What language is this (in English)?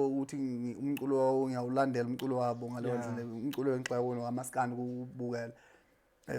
Zulu